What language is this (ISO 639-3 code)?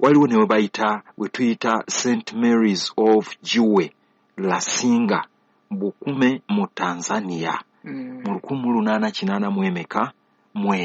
lug